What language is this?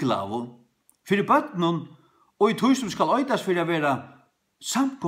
Faroese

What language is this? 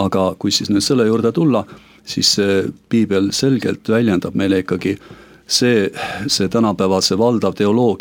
Estonian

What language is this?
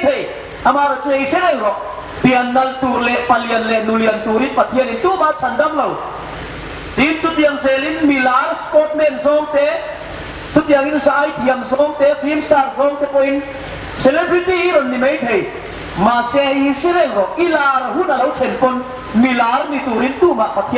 Hmar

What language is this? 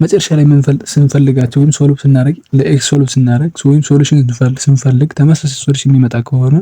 Amharic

